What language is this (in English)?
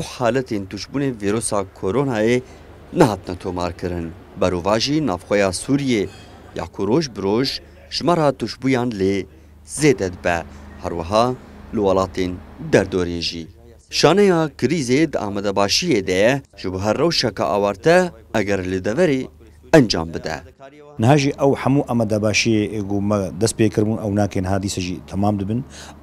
Kurdish